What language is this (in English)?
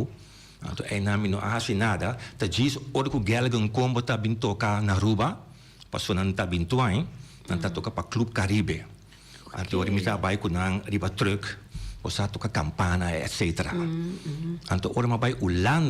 Papiamento